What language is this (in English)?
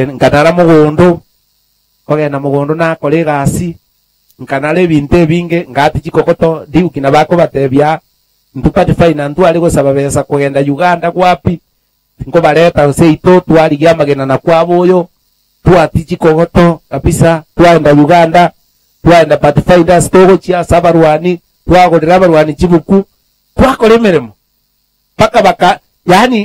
Gusii